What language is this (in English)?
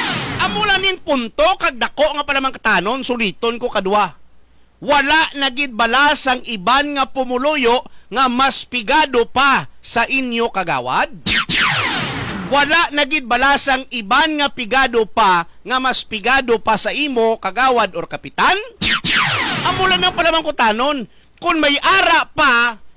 Hiligaynon